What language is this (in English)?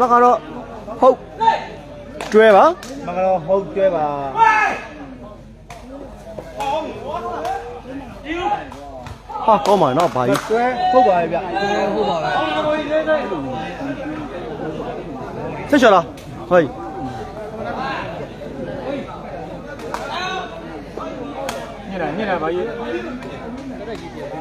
Burmese